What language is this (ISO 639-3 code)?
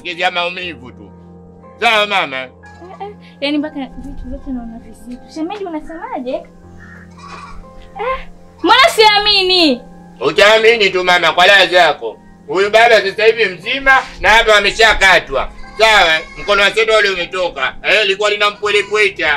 swa